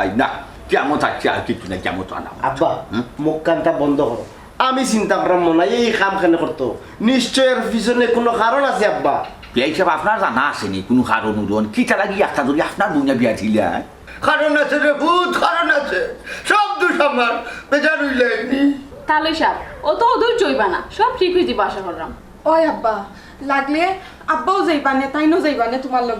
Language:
Sylheti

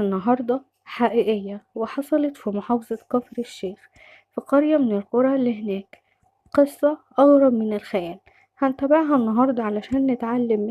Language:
Egyptian Arabic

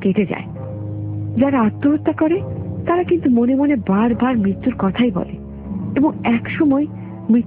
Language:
Bangla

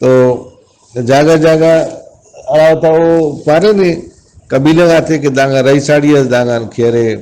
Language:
Brahui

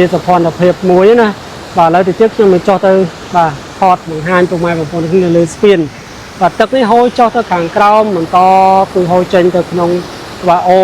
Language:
Khmer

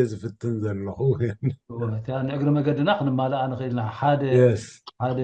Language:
Tigrinya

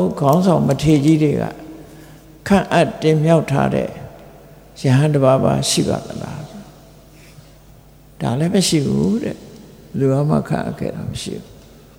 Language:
Burmese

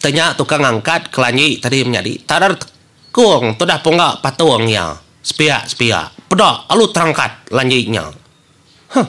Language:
Iban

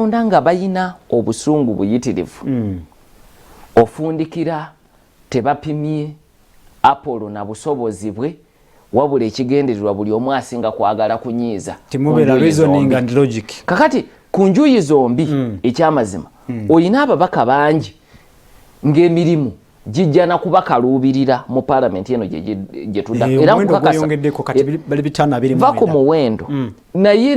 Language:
Ganda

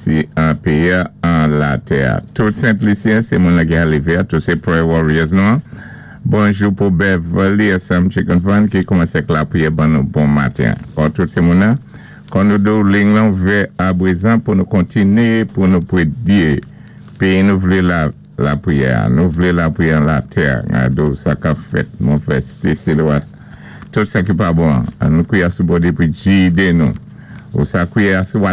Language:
Saint Lucian Creole French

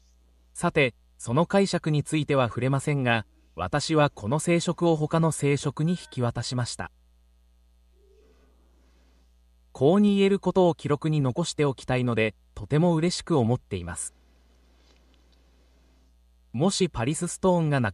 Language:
Japanese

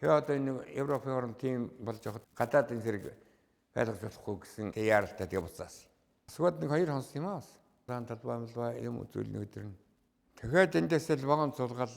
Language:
Mongolian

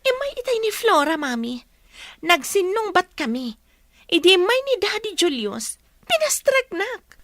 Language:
Iloko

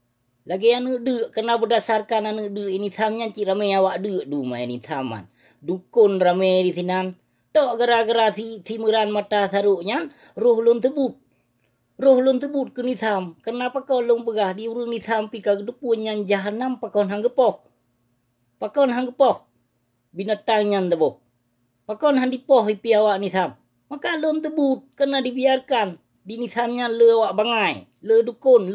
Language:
Achinese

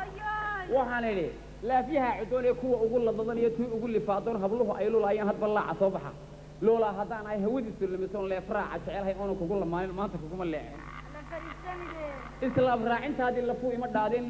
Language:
Somali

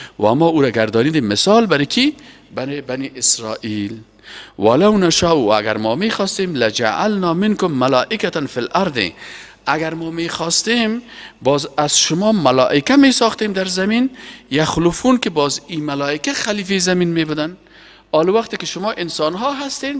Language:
Persian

